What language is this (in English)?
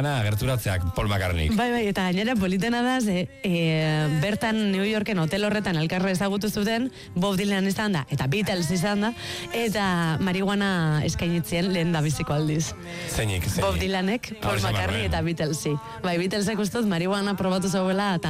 Basque